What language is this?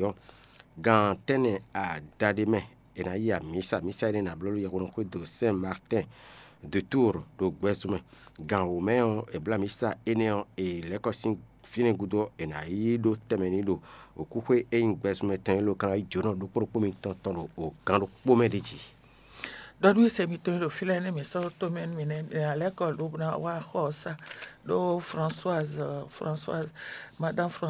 Fon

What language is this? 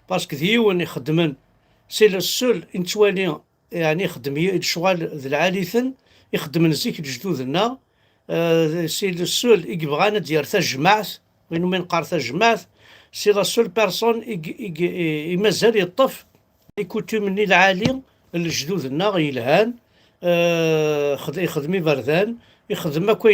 Kabyle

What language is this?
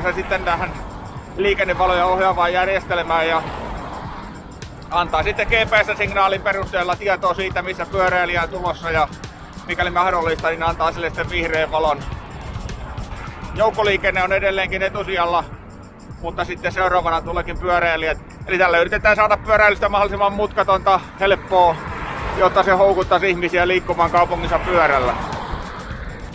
Finnish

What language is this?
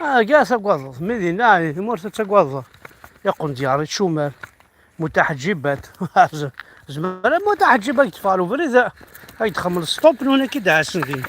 Kabyle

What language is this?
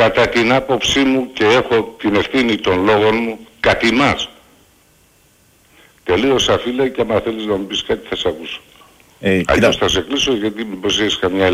Greek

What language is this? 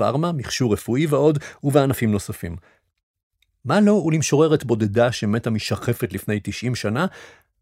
Hebrew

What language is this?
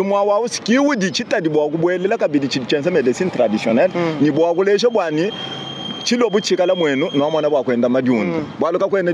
Luba-Lulua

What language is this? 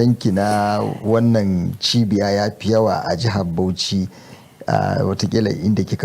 Hausa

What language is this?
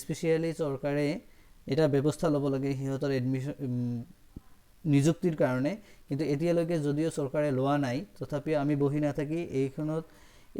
Assamese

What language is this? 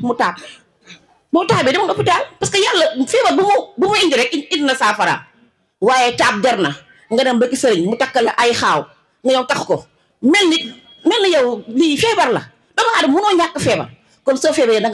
Wolof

